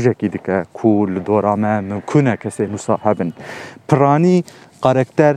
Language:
Kurdish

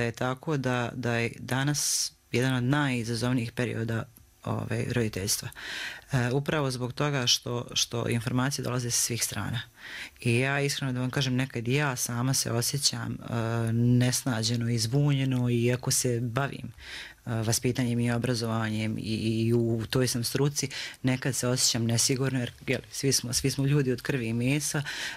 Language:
Croatian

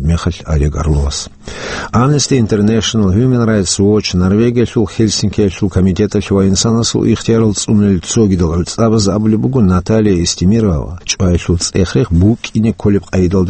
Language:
Avaric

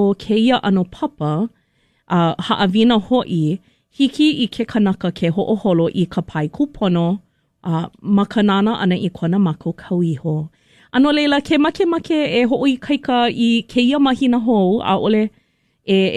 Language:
Hawaiian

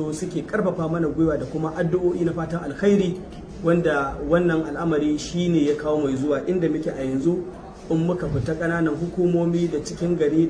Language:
Hausa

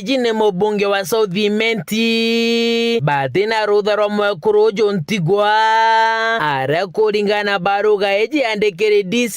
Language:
Meru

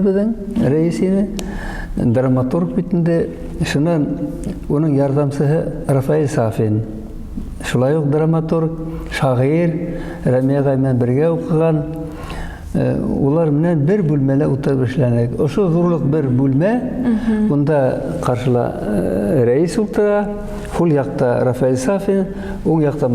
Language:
Bashkir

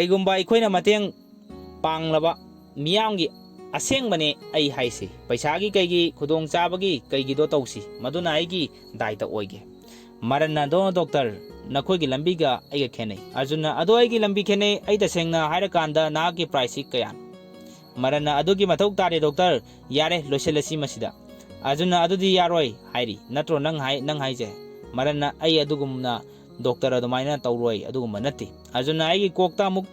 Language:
Manipuri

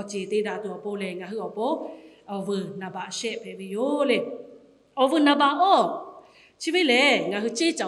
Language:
Lahu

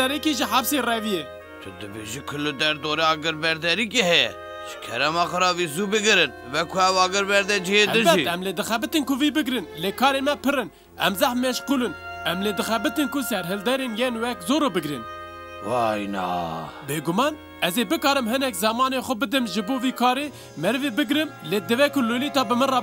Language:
Kurdish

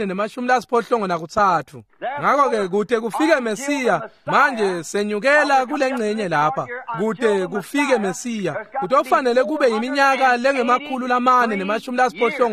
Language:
Swati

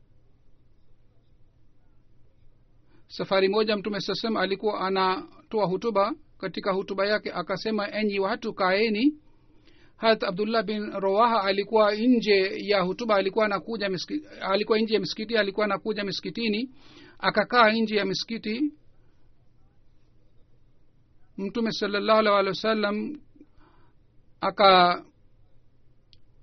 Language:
Swahili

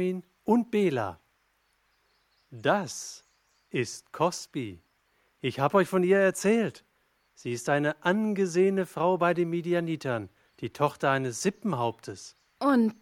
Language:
German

